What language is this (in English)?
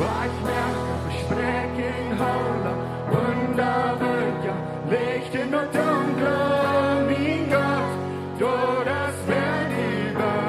Plautdietsch